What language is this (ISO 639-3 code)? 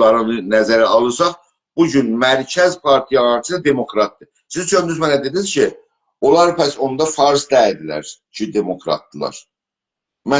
azb